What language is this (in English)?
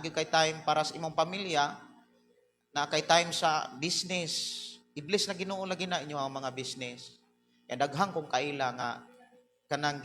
Cebuano